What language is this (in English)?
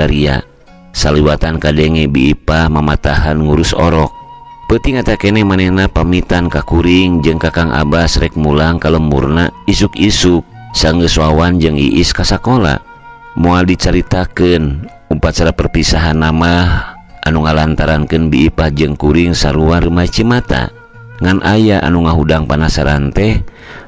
Sundanese